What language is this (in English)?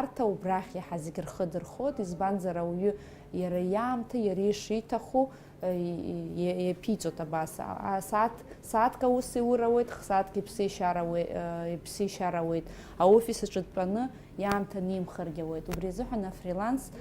Abkhazian